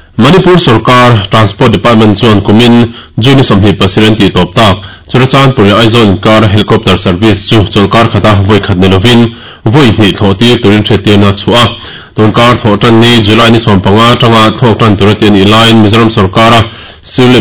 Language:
Mizo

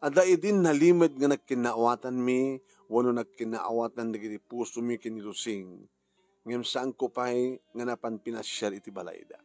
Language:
Iloko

